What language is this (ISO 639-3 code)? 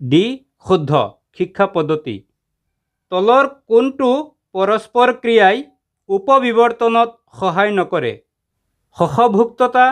asm